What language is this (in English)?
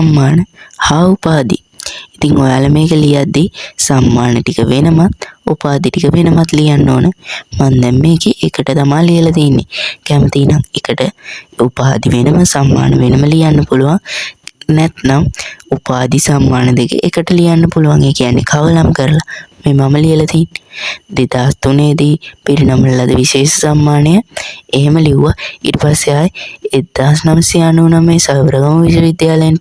Sinhala